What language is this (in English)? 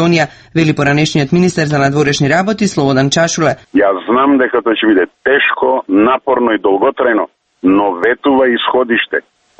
Macedonian